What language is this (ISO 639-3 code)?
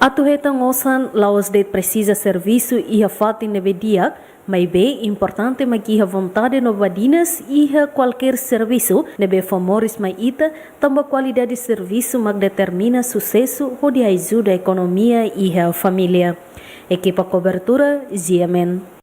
tet